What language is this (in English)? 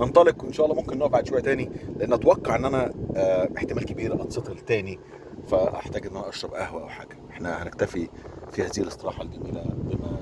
Egyptian Arabic